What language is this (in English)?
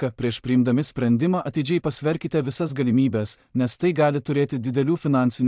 Lithuanian